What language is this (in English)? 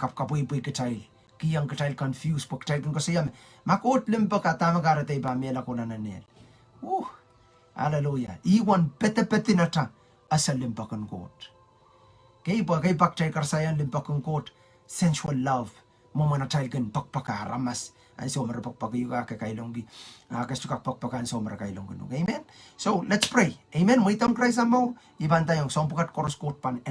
Pohnpeian